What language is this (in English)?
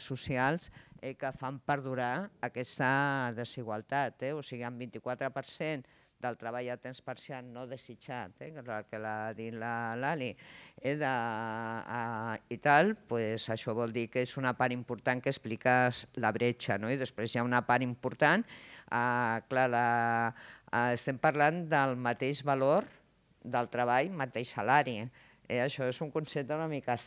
Catalan